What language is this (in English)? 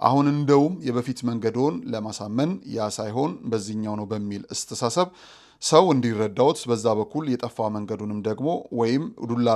Amharic